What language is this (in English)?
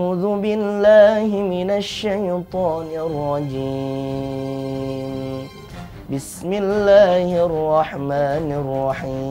Indonesian